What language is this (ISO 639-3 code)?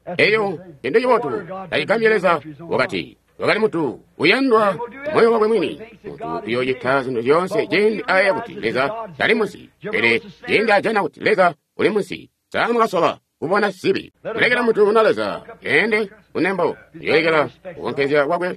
toi